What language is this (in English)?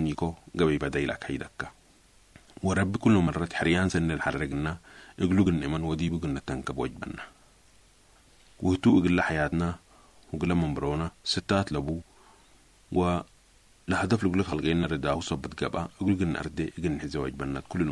Sudanese Arabic